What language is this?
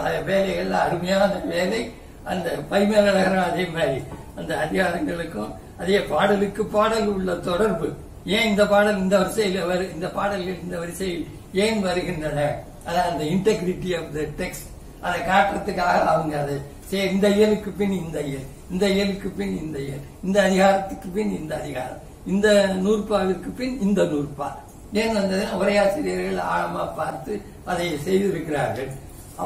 Tamil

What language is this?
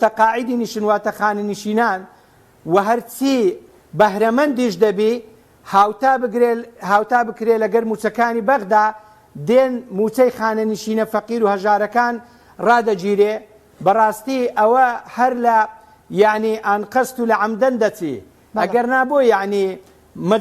Central Kurdish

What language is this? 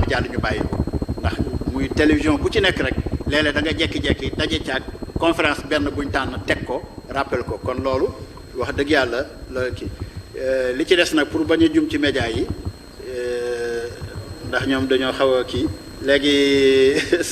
Wolof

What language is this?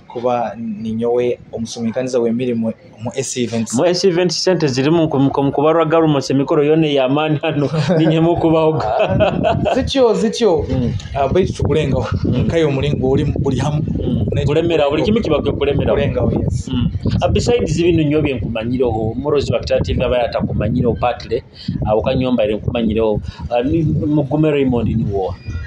Nyoro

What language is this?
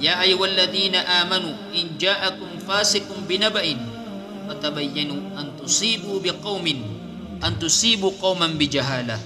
Maranao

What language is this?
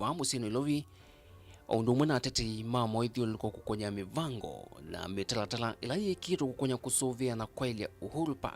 Kamba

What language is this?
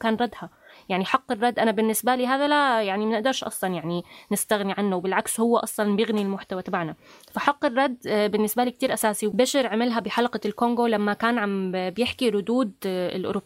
North Levantine Arabic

